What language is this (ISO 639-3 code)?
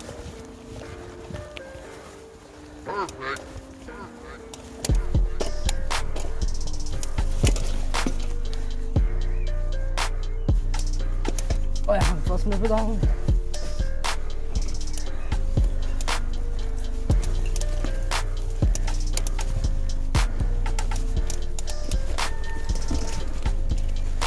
nor